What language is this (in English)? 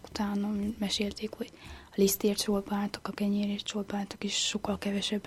Hungarian